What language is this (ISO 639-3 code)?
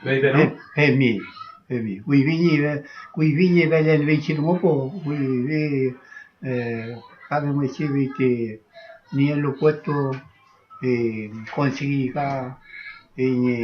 arn